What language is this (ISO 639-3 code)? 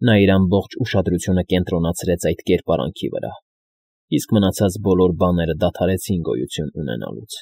hye